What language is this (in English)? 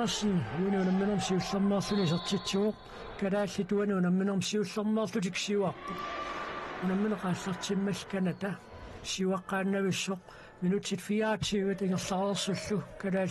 Kalaallisut